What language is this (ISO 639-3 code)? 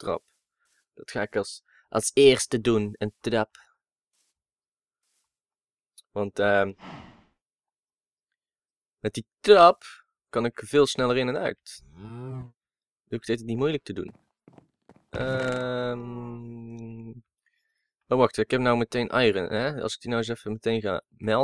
nld